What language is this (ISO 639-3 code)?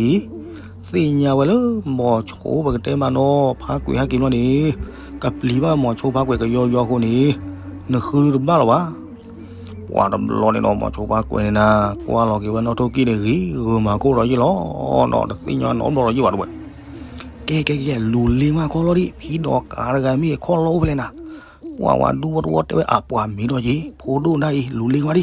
ksw